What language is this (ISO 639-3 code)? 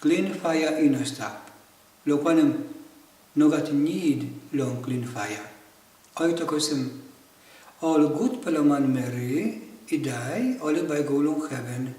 tpi